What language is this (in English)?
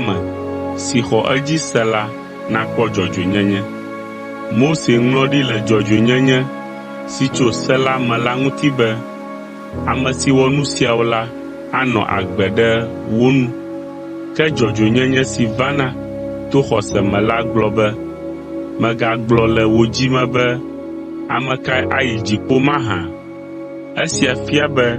Ewe